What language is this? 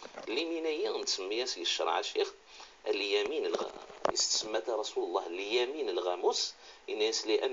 Kabyle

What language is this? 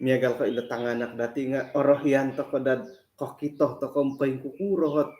Central Dusun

